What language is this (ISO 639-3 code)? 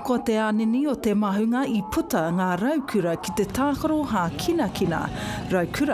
mri